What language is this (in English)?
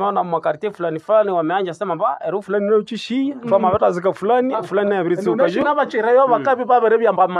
Nande